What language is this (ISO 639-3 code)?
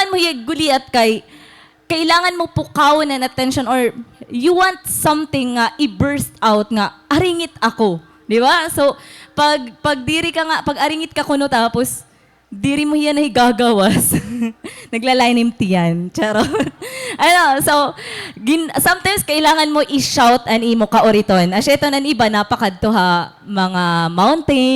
war